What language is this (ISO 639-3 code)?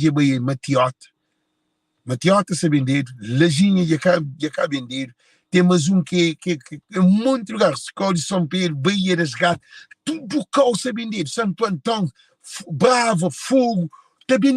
kea